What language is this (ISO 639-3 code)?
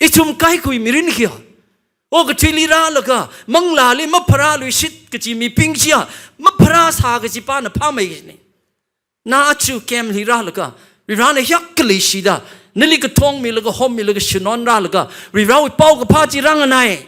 nmf